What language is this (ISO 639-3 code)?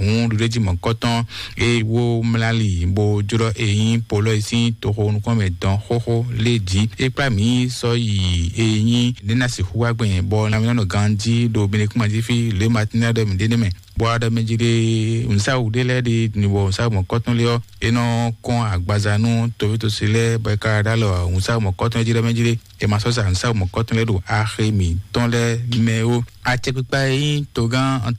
fon